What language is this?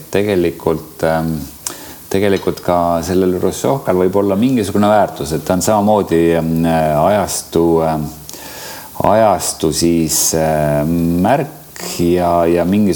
Estonian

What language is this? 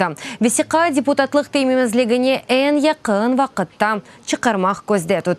Crimean Tatar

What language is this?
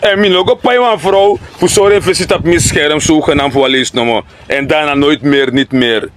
Sranan Tongo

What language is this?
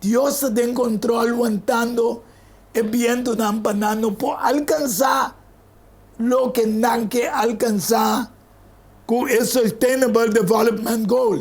Papiamento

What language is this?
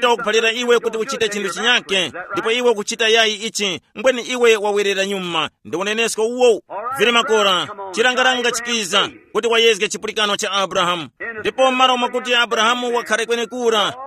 Tumbuka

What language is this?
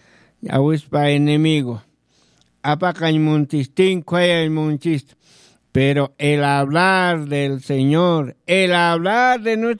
Aymara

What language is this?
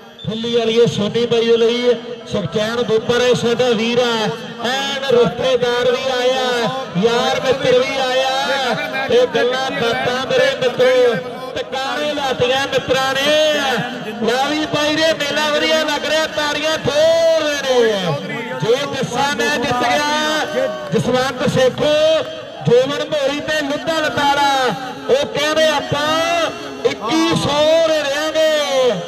Punjabi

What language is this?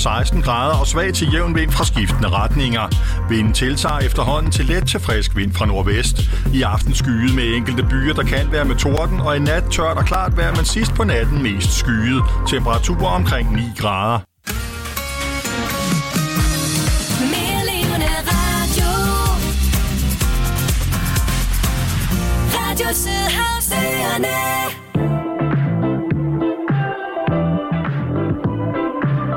Danish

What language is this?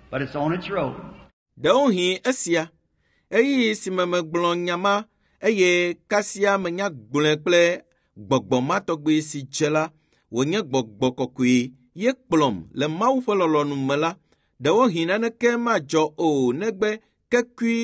Ewe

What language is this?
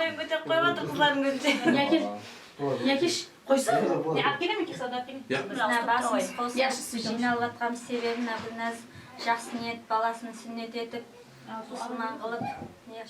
Kara-Kalpak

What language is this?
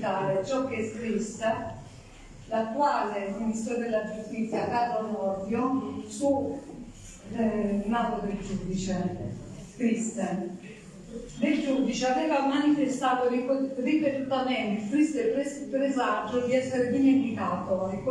Italian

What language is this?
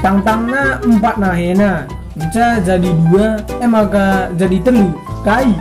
Batak Karo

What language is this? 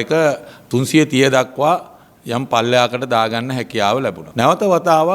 Sinhala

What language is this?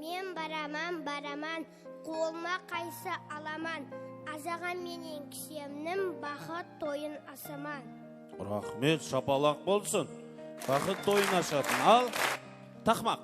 Kara-Kalpak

